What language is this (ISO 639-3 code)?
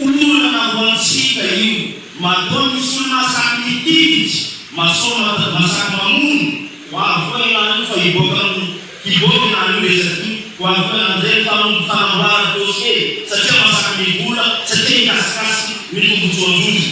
mlg